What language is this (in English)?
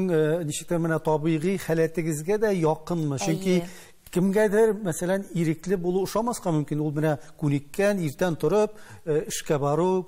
Tatar